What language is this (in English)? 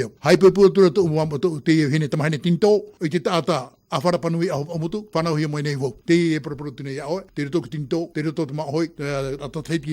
Tahitian